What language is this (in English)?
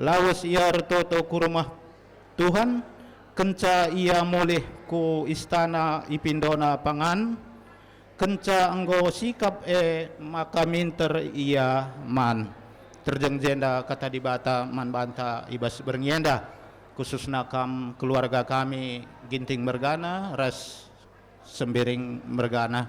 Batak Karo